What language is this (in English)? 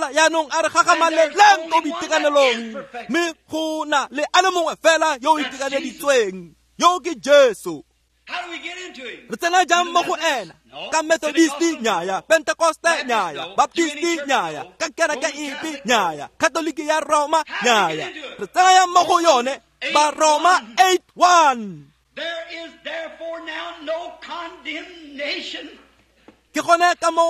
Tswana